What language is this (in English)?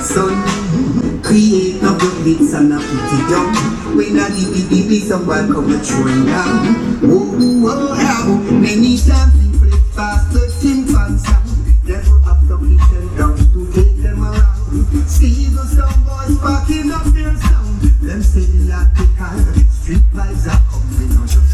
Jamaican Creole English